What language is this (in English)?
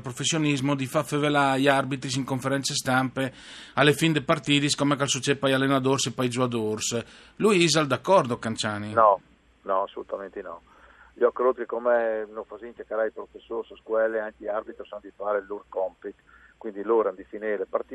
Friulian